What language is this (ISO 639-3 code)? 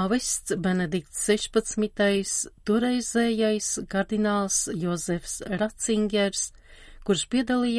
lav